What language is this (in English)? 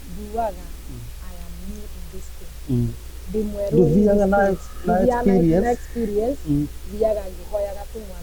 Kikuyu